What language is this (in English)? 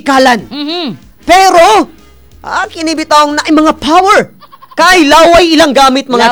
Cebuano